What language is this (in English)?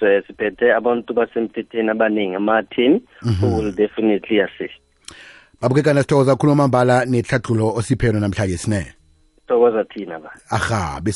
South Ndebele